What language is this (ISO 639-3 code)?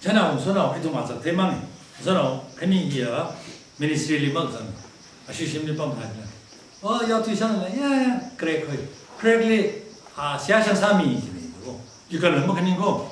nmf